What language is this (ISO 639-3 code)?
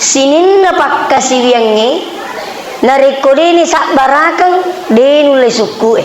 bug